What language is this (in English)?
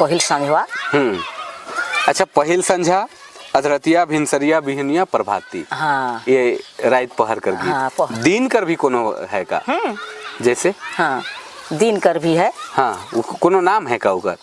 Sadri